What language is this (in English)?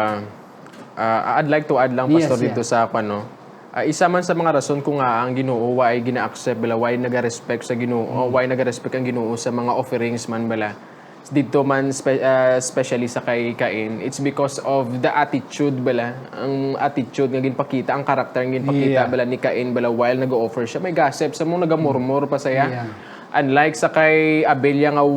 Hiligaynon